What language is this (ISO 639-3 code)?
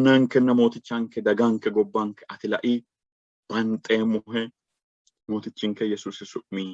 sid